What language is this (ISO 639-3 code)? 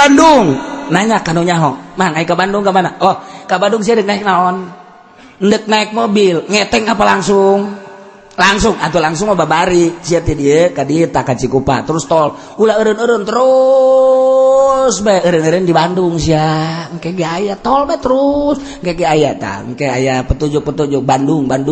sun